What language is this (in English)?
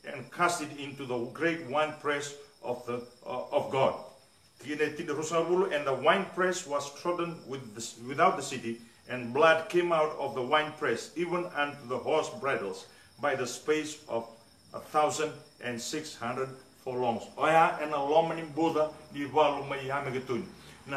Fijian